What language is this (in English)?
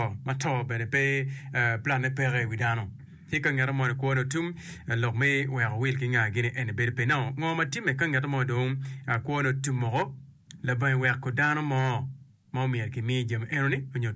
Acoli